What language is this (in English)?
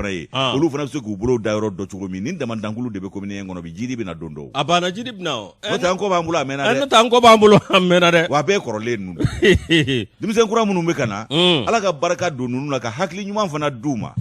Bambara